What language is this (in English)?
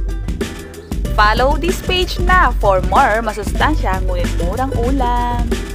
Filipino